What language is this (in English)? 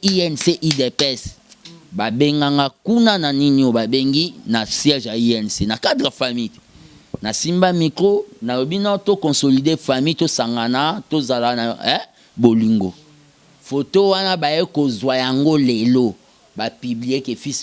Lingala